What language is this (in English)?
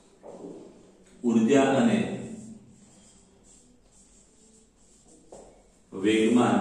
Gujarati